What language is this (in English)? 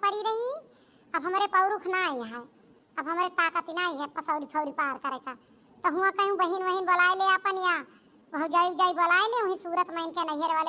Awadhi